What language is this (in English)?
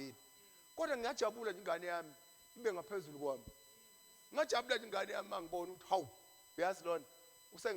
Zulu